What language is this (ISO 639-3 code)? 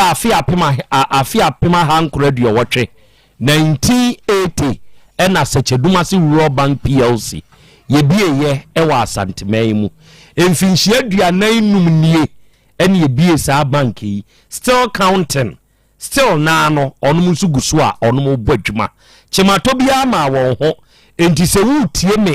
aka